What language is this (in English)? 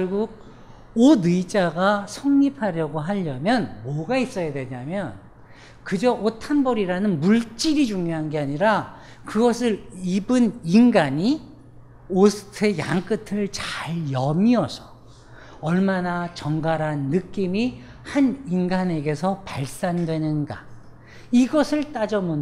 Korean